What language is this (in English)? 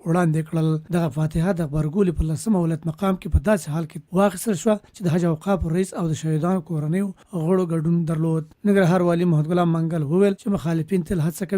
Pashto